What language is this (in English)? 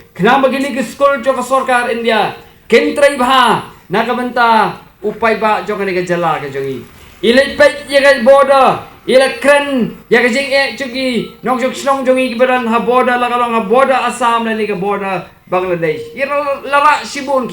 Khasi